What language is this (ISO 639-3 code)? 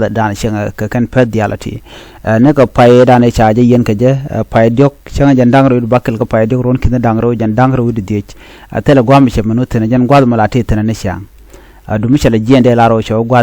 nus